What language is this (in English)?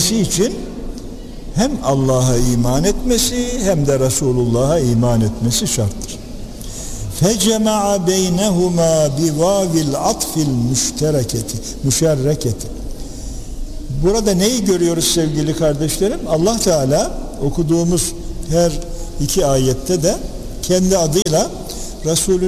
Turkish